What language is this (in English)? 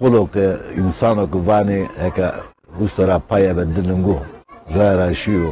Zaza